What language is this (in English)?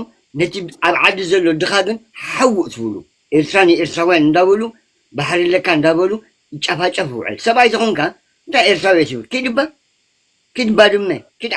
Tigrinya